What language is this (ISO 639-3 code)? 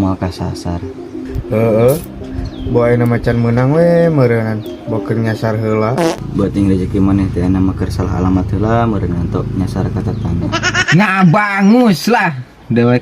sun